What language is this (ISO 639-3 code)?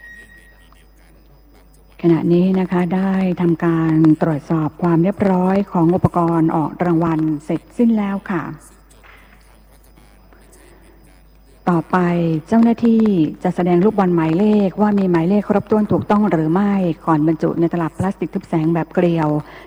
tha